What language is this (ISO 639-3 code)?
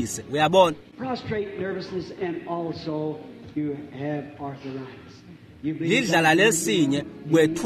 ssw